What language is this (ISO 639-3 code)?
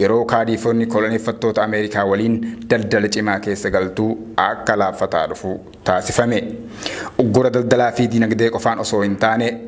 orm